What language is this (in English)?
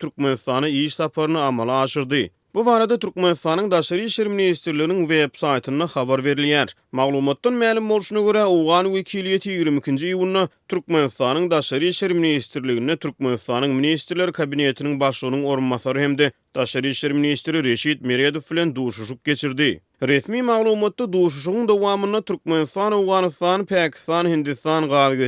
Turkmen